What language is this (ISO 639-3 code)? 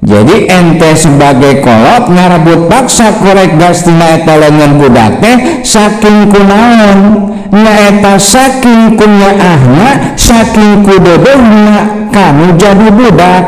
sun